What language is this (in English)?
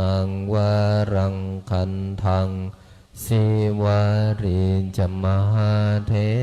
Pali